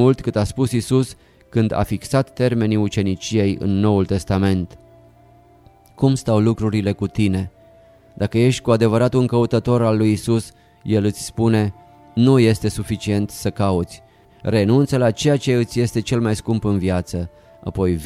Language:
Romanian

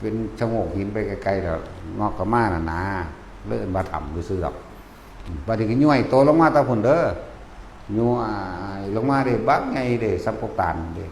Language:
Northeastern Thai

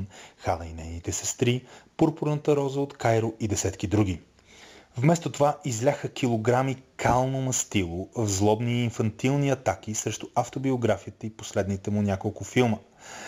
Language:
Bulgarian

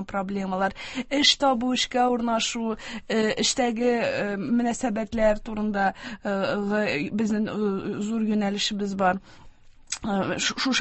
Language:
Tatar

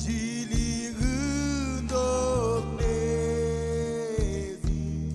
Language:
Marshallese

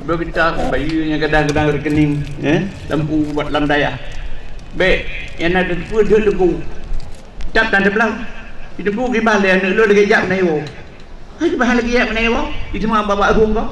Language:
Achinese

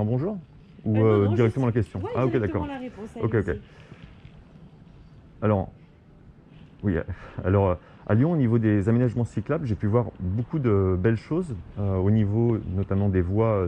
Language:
French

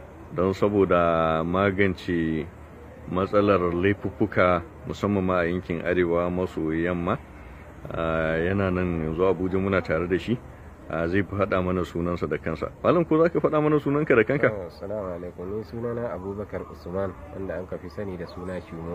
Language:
Hausa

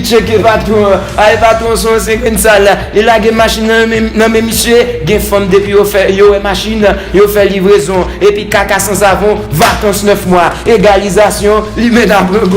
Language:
Haitian Creole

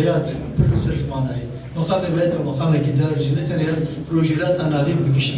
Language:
Kurdish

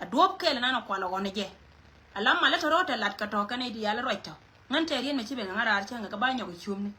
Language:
Nuer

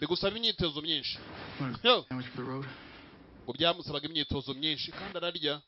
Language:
Kinyarwanda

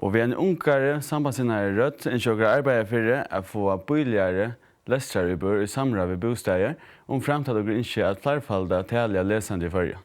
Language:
Faroese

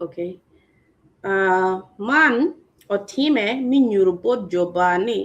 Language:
Acoli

